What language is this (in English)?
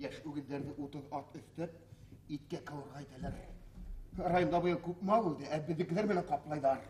Bashkir